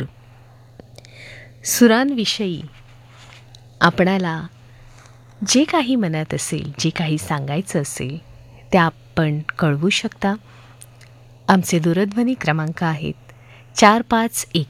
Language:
Marathi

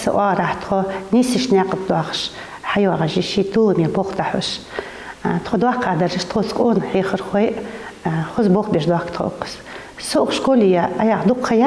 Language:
Ingush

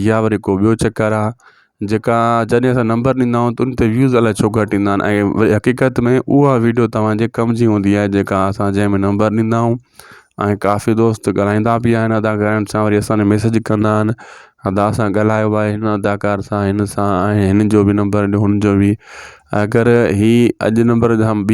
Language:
Sindhi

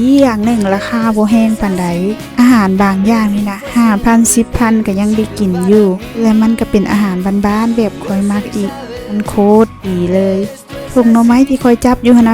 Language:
Lao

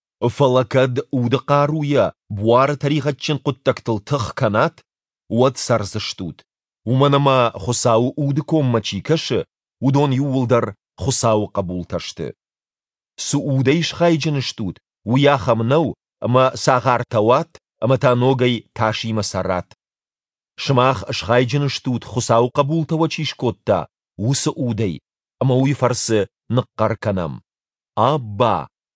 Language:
Ossetic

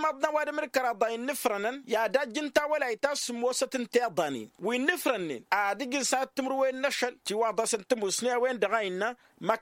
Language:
Tamasheq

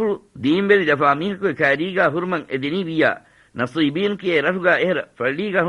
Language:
Divehi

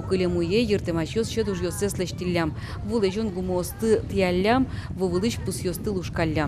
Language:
Udmurt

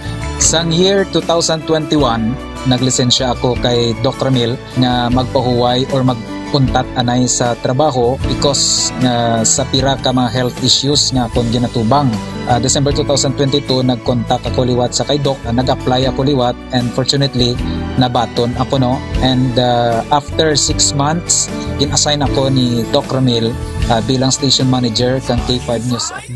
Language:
Hiligaynon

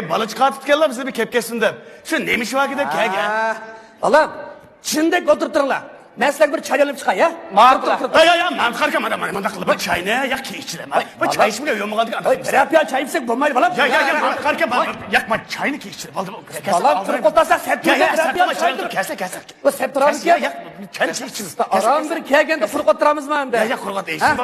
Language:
Uyghur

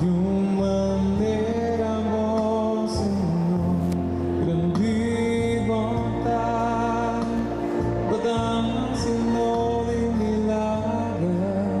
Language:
Papiamento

